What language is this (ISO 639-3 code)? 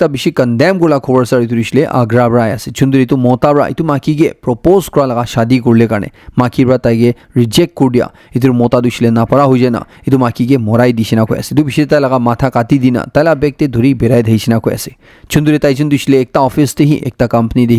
nag